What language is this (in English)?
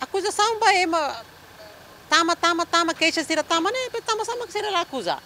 Tetum